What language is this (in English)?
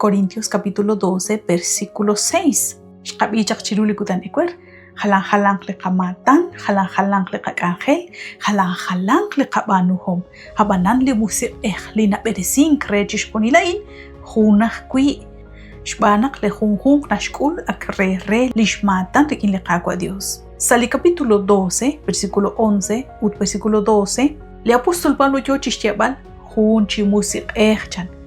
Kekchí